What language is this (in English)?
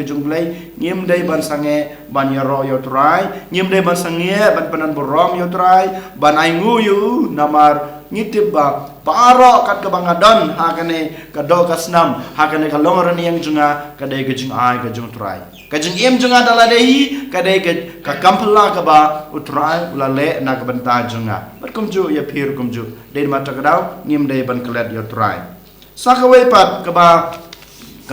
Khasi